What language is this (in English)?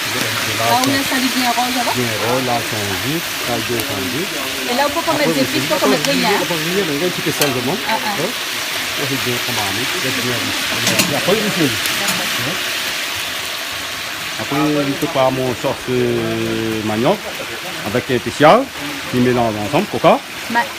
Réunion Creole French